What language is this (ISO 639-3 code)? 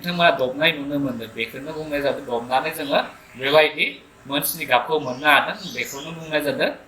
brx